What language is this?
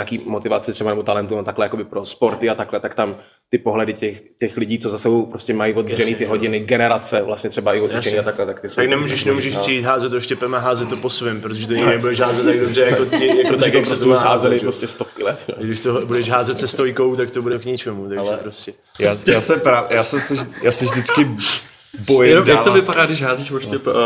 Czech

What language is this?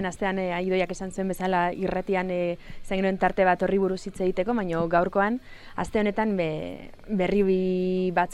Basque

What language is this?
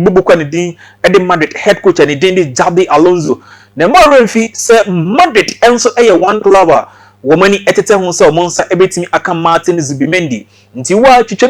Akan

